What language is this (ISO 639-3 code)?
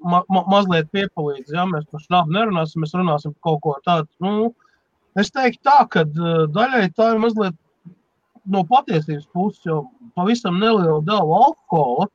lav